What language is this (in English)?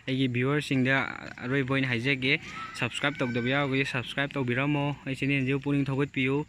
Manipuri